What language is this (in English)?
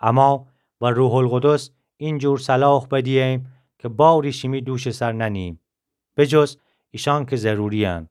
Gilaki